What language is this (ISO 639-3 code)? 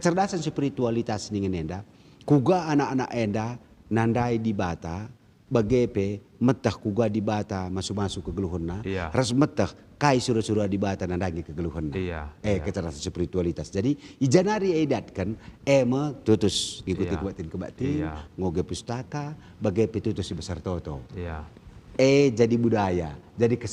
btx